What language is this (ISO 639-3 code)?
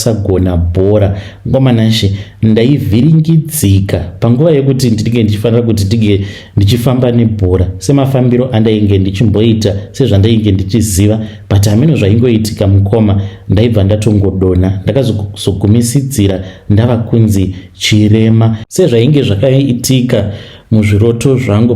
sna